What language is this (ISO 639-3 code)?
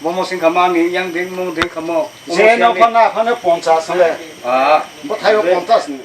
trp